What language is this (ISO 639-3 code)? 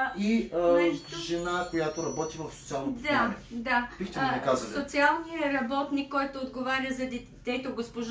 bul